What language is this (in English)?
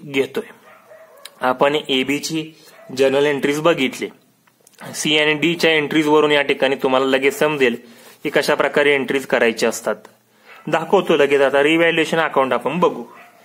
Marathi